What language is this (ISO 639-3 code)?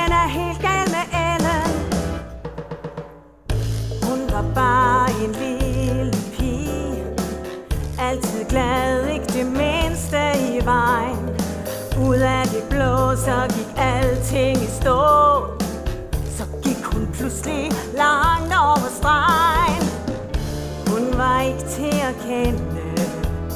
dan